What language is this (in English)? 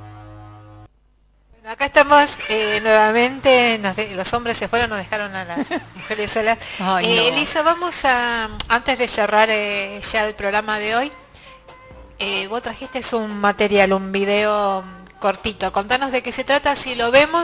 Spanish